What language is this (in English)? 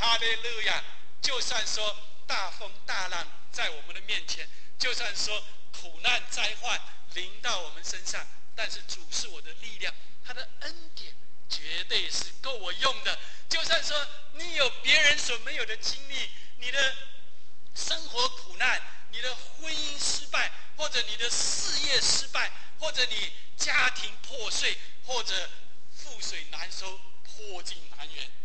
Chinese